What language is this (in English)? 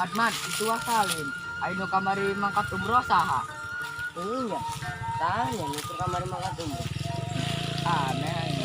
Sundanese